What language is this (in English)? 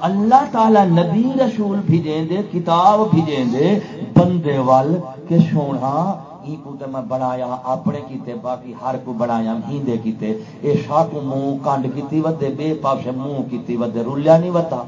Saraiki